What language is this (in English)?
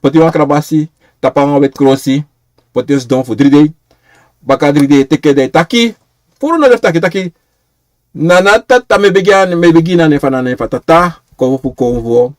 Sranan Tongo